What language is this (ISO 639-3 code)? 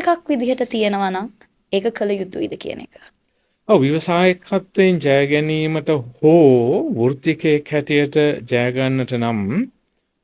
sin